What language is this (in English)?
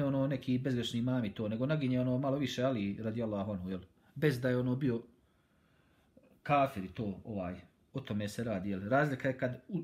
Bosnian